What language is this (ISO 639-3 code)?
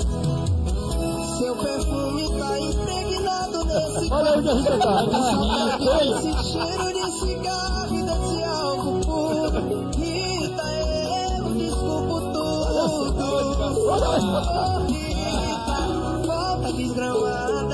por